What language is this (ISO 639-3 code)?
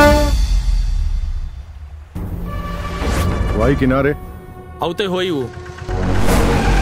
bho